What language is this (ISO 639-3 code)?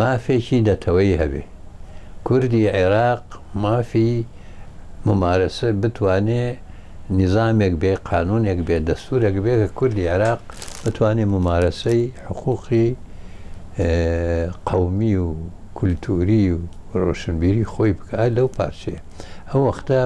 ckb